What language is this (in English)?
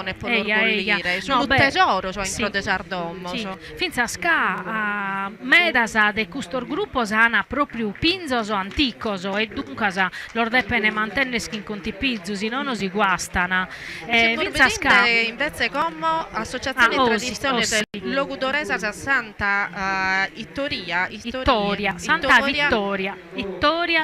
Sardinian